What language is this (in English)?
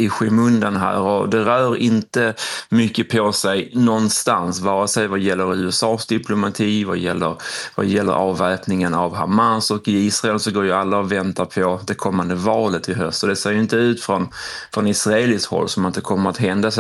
Swedish